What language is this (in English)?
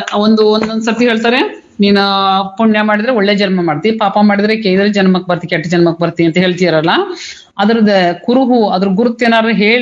Kannada